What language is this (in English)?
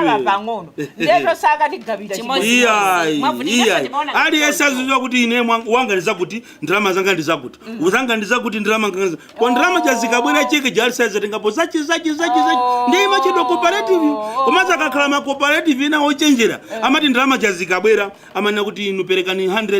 Nyanja